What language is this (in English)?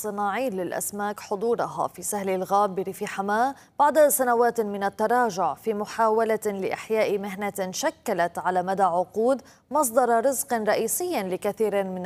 Arabic